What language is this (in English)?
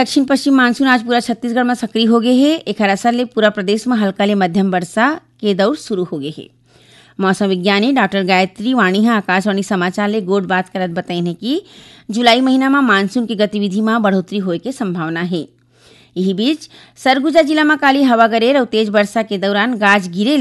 Chhattisgarhi